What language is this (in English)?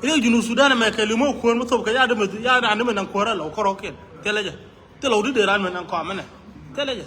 Nuer